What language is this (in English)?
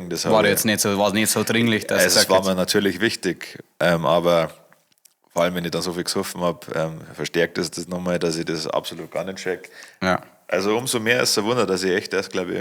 Bavarian